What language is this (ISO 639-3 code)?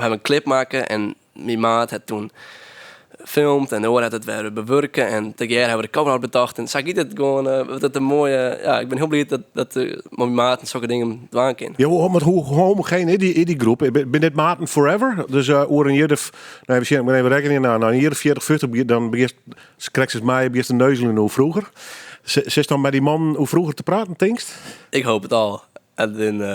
fry